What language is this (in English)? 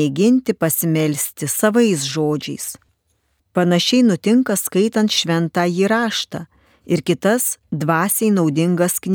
Lithuanian